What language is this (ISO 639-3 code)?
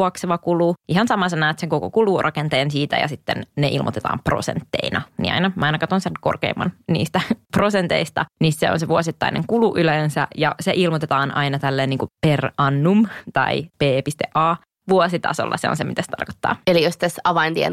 fin